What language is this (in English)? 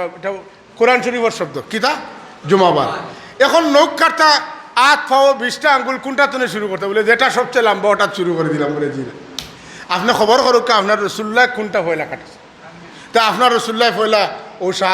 Sylheti